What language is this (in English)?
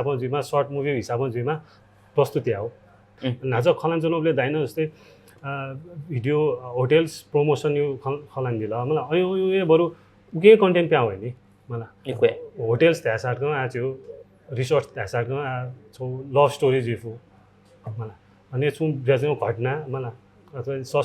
Newari